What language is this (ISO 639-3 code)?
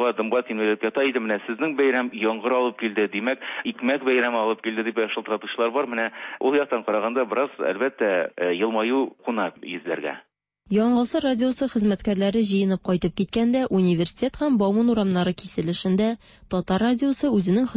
tat